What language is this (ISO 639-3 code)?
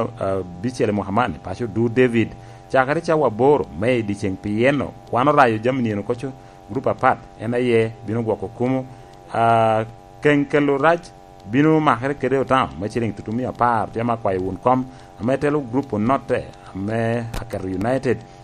laj